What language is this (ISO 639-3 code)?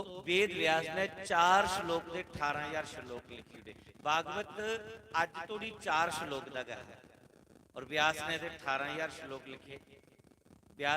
doi